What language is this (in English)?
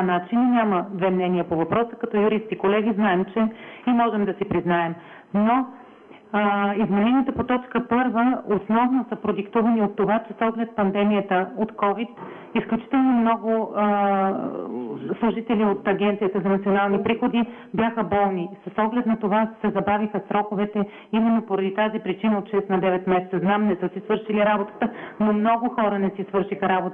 Bulgarian